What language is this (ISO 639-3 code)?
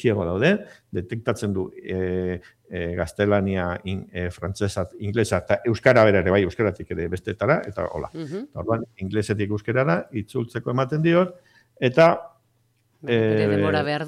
eus